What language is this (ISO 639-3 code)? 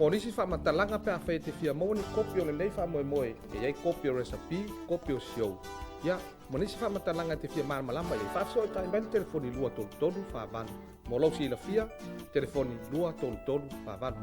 smo